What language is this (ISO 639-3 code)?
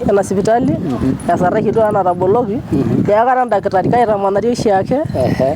mas